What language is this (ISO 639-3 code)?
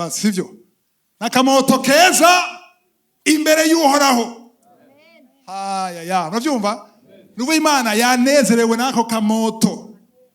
run